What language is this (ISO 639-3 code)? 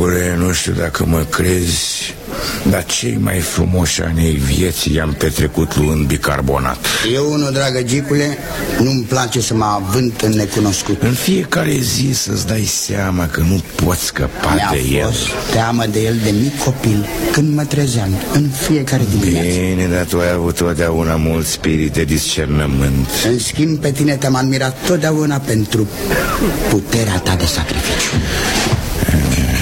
ron